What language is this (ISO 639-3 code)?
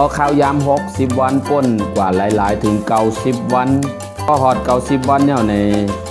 shn